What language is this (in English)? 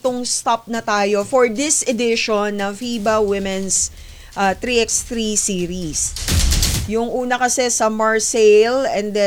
Filipino